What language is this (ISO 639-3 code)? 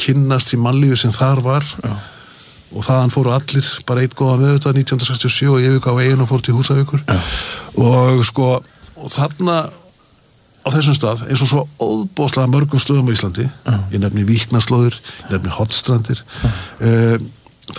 isl